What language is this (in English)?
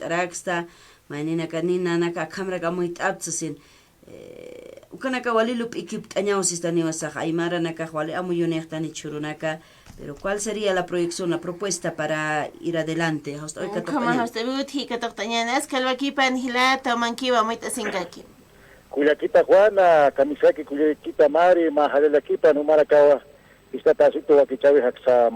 Aymara